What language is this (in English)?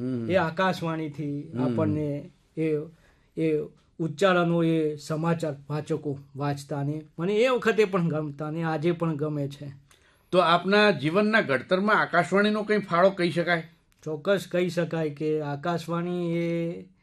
Gujarati